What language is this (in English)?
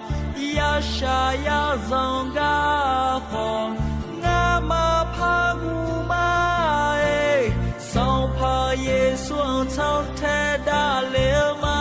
Akha